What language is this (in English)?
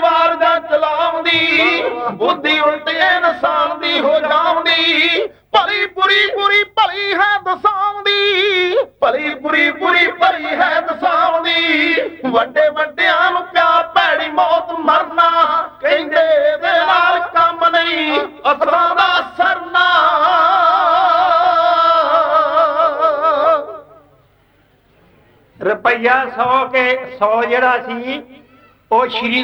Punjabi